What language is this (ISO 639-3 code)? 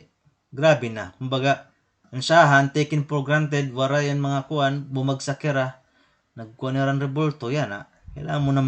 war